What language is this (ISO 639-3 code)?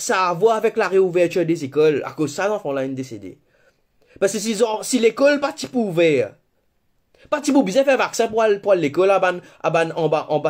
mfe